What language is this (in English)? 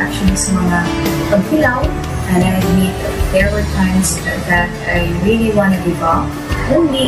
Hiligaynon